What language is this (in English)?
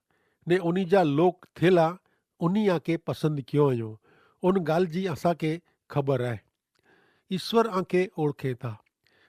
Kachhi